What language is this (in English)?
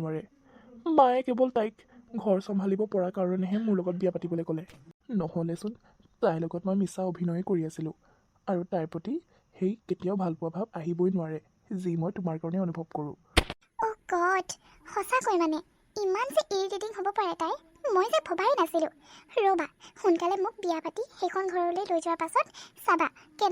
Assamese